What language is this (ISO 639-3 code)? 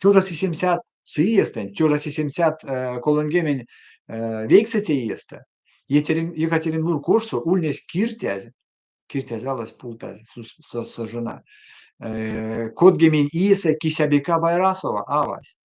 myv